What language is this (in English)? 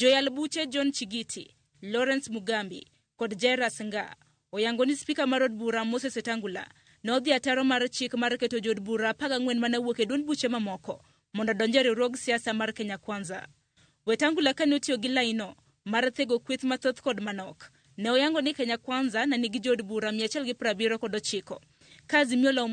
Luo (Kenya and Tanzania)